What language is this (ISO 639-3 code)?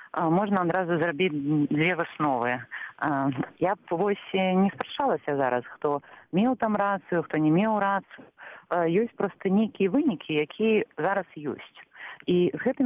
bel